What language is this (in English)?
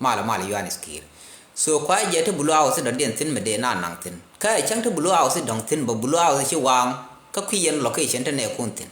Nuer